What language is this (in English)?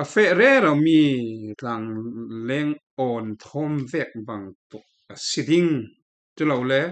Falam Chin